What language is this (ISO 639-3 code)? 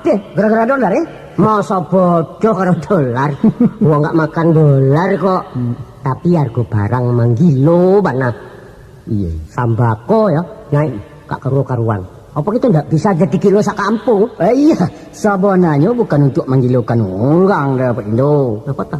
min